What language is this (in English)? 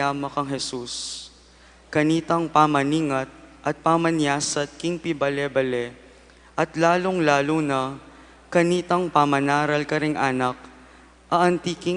Pampanga